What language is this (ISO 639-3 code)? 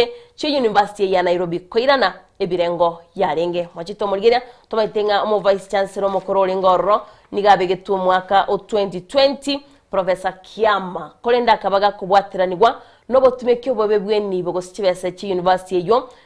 guz